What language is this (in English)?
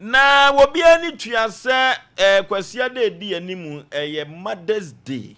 Akan